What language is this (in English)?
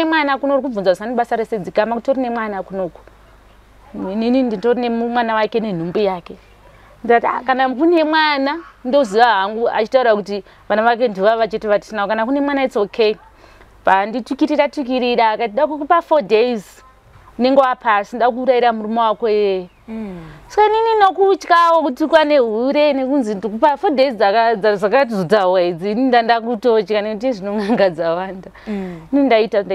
Shona